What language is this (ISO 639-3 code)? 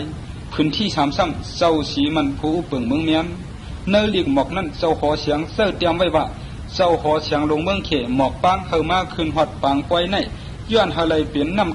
shn